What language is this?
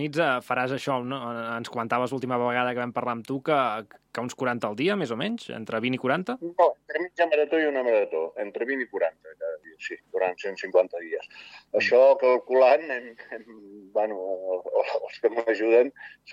Catalan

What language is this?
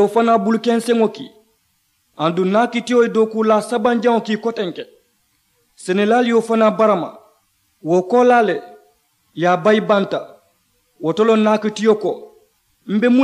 Mandingo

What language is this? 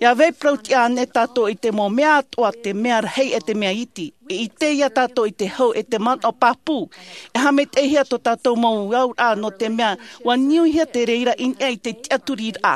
Tahitian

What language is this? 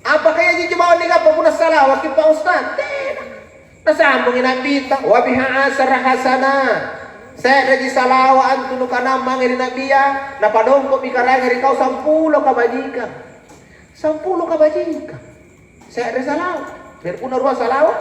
Makasar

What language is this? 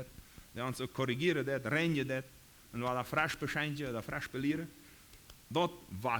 Plautdietsch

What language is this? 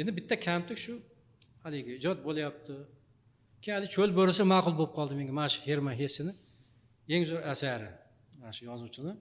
Uzbek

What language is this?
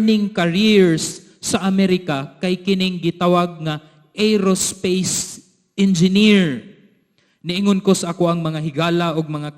Cebuano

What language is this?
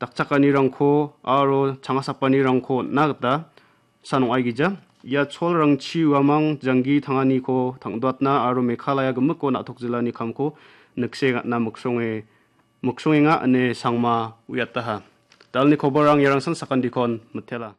Garo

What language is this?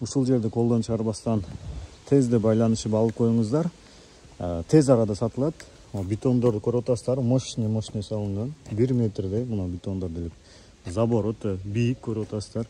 Kyrgyz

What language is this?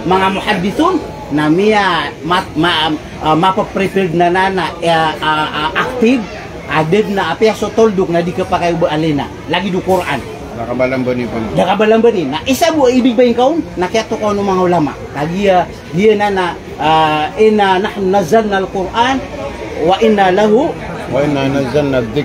Maranao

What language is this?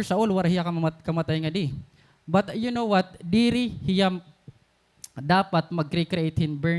Waray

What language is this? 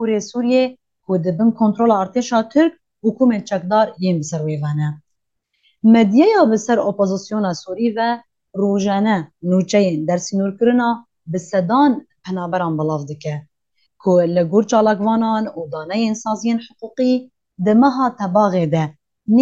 Kurdish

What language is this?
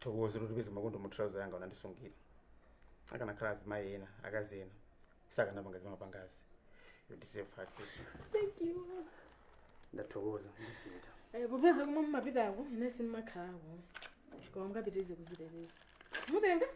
Nyanja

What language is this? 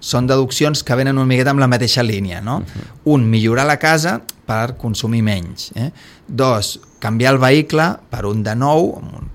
Catalan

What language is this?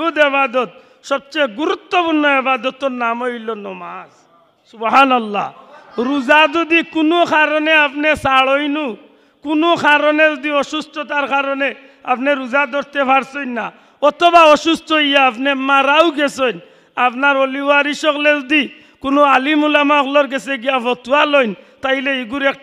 Sylheti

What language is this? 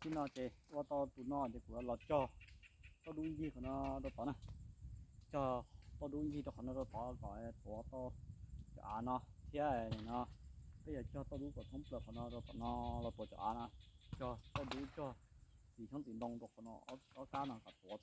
Hmong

